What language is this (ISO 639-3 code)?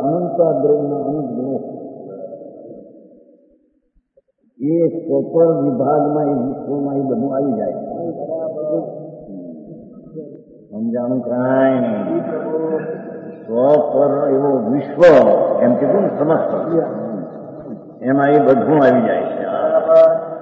guj